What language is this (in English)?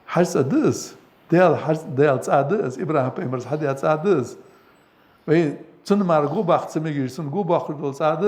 Ingush